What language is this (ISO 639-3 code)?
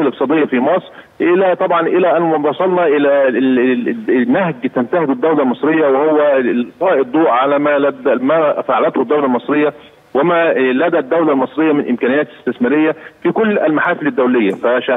ara